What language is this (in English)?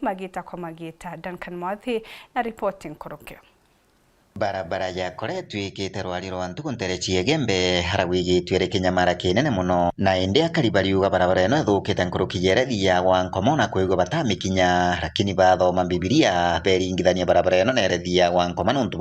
Meru